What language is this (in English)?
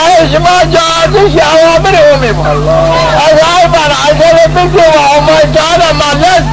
Zaza